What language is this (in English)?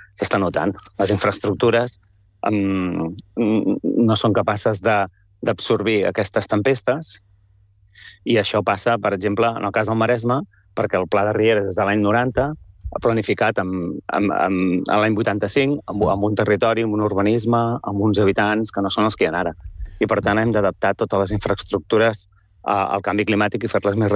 Catalan